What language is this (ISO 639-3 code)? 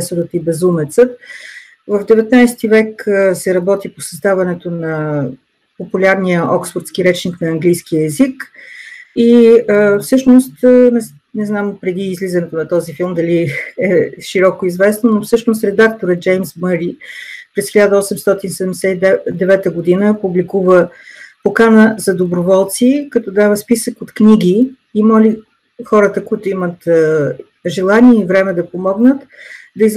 bul